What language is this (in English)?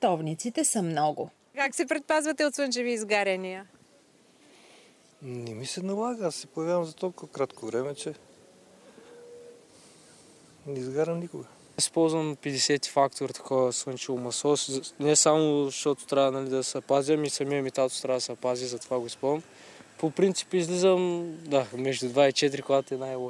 Bulgarian